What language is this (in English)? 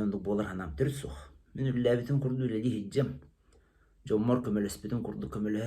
Yakut